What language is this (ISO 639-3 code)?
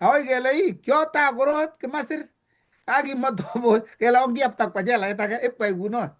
kln